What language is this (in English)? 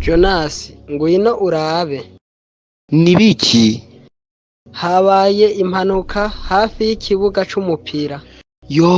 Rundi